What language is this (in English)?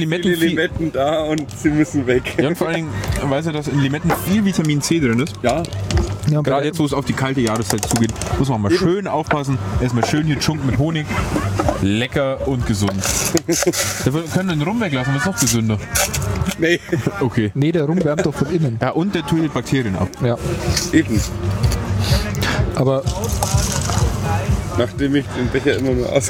German